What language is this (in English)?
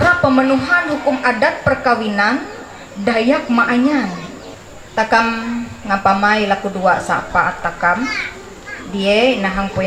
Ma'anyan